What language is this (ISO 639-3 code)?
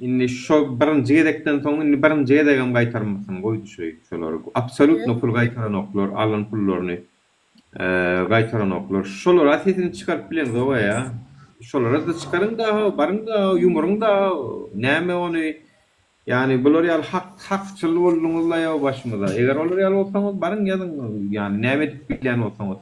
tuk